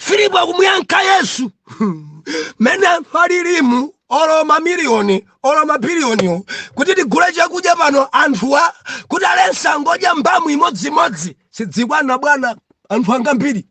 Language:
Nyanja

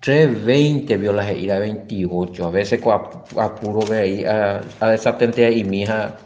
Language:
Guarani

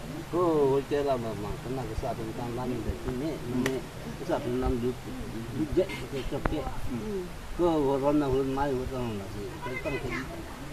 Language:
Karbi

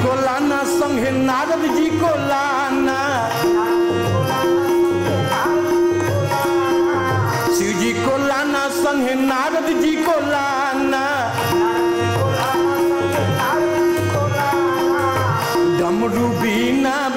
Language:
Bhojpuri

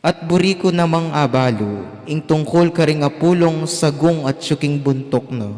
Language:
Pampanga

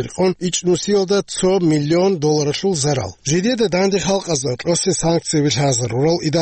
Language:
Avaric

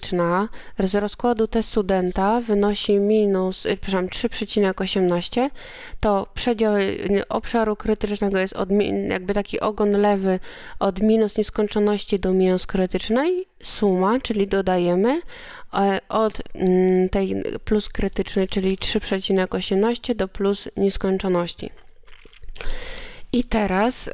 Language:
Polish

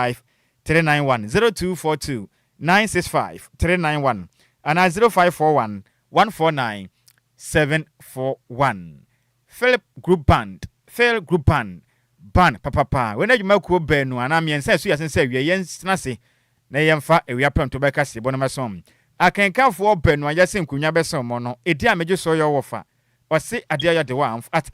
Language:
Akan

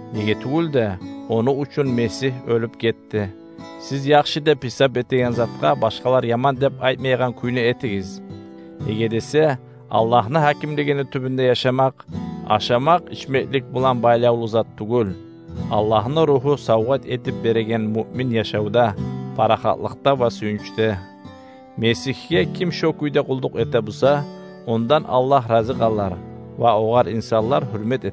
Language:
Kumyk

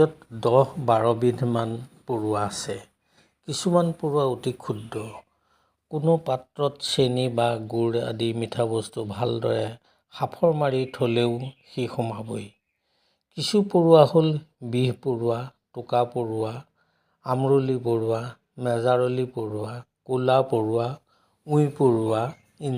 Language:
Assamese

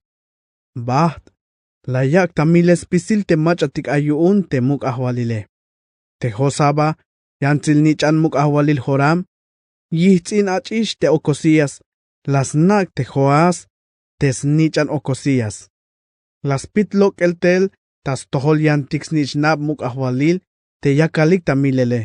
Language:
Tzeltal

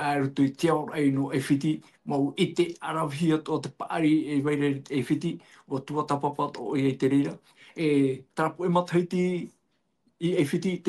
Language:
Tahitian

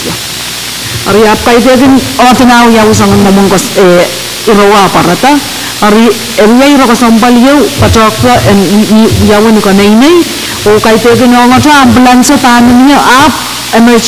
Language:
Pohnpeian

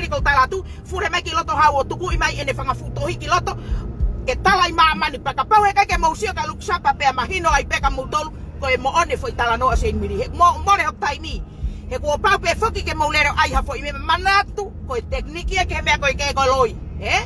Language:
Tongan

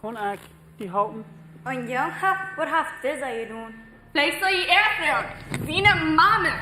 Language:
Plautdietsch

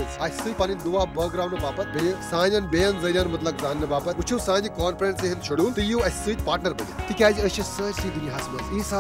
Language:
Kashmiri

